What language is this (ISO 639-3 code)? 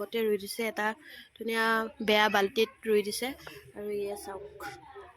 asm